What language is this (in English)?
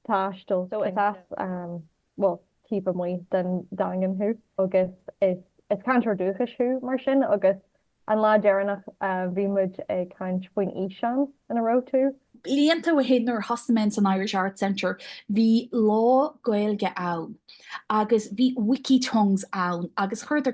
Irish